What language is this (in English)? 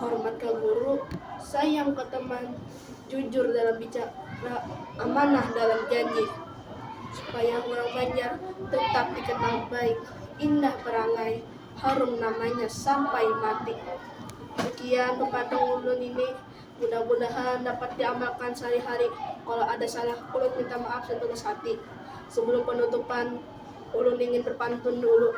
Banjar